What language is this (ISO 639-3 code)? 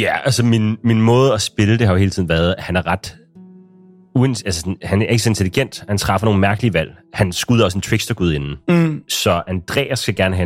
dan